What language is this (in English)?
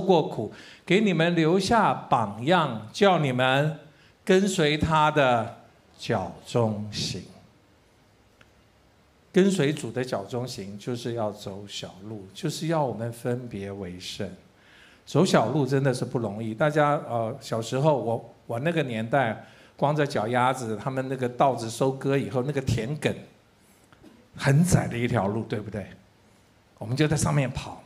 Chinese